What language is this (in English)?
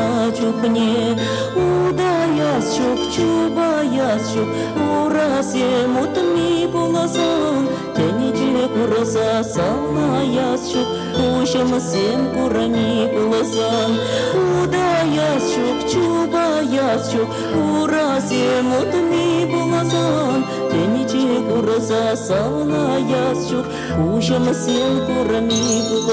Chuvash